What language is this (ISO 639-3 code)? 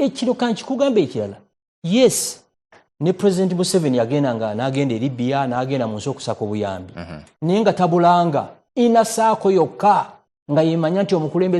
lug